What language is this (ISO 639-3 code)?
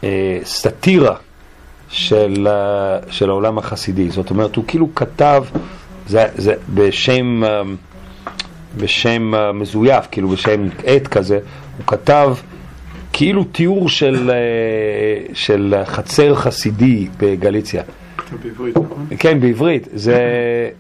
heb